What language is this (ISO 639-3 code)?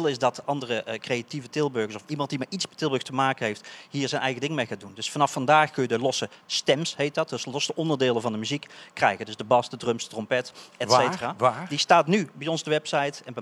nld